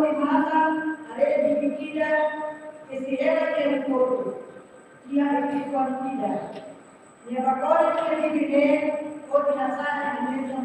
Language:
Tetum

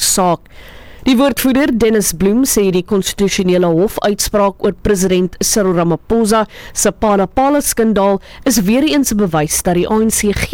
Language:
Afrikaans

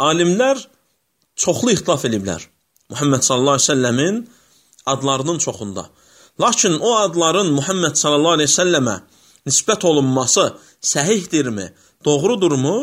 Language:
Azerbaijani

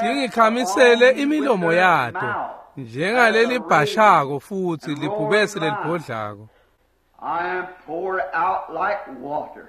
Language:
Swati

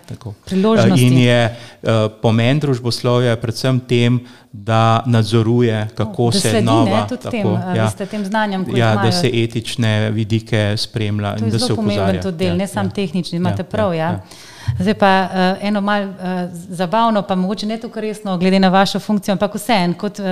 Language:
Slovenian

